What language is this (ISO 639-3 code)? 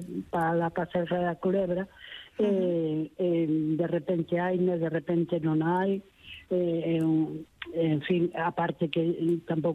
glg